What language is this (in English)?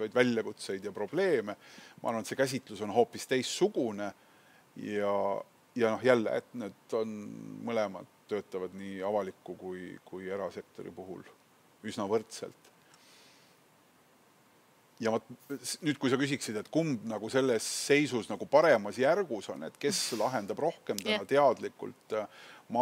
Estonian